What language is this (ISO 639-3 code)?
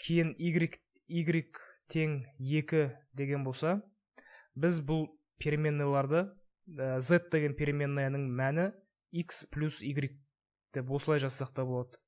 kaz